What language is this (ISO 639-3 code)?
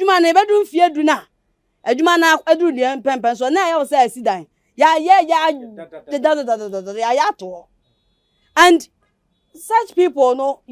aka